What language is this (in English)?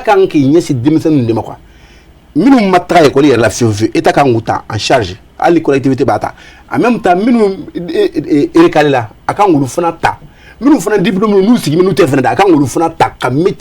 Bambara